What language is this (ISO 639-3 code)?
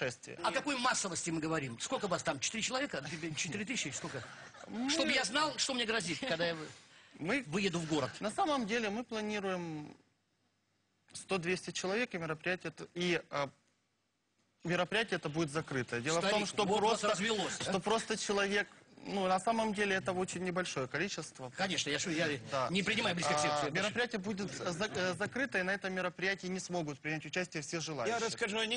rus